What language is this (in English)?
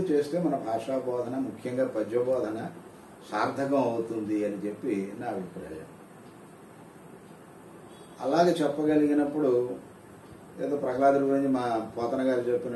Telugu